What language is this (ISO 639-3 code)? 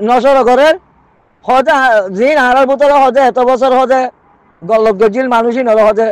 rhg